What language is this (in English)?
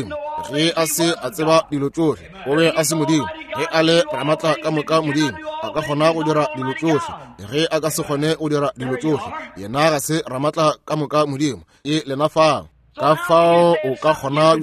Northern Sotho